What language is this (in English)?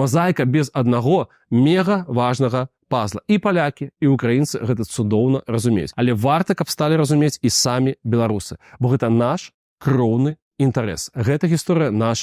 Belarusian